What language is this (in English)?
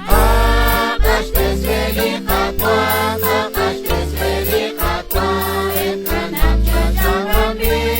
Kekchí